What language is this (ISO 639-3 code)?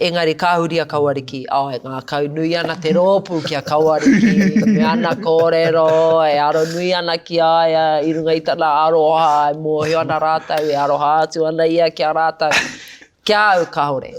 mri